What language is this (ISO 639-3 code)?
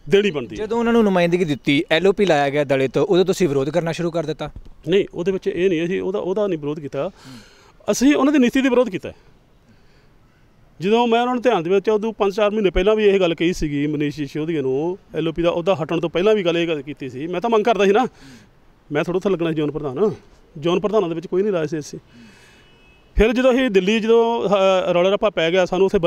pan